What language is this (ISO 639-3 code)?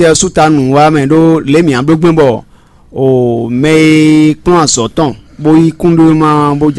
fon